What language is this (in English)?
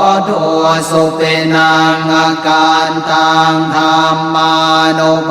Pali